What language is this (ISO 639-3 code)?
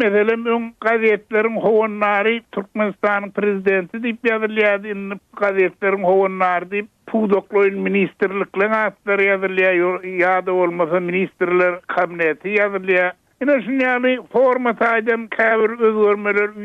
tuk